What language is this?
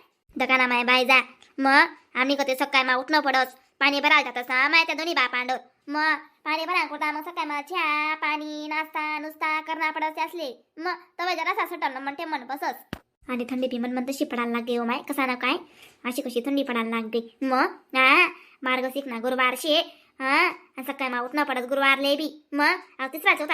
Khandesi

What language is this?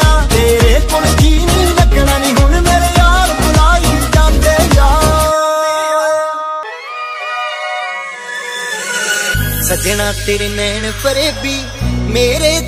Punjabi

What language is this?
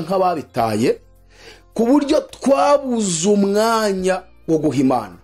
Kinyarwanda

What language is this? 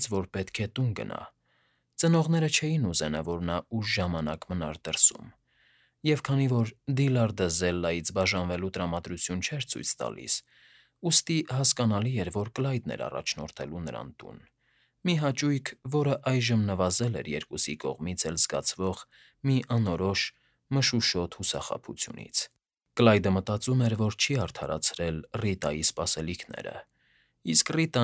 Armenian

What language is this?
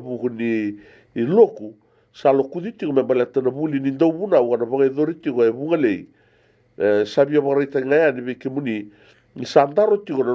Fijian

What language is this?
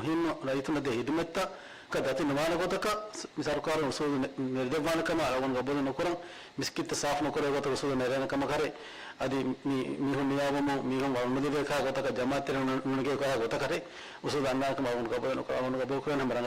Divehi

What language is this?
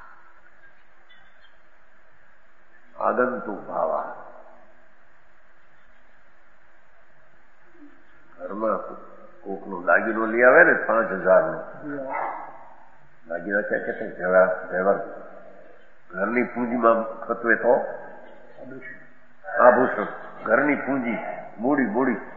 Gujarati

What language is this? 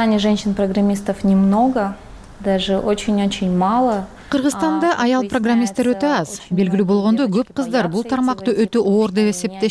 Kyrgyz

